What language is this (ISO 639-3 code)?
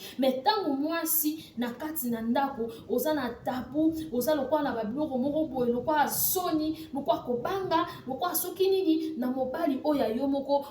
lin